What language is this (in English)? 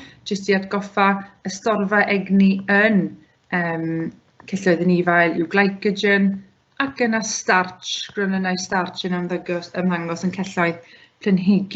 Welsh